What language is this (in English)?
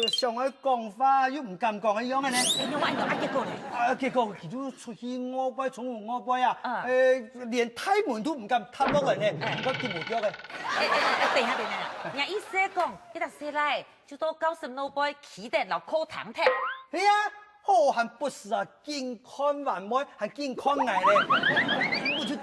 Hakka Chinese